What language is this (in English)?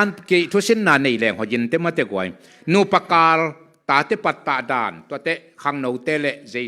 Tedim Chin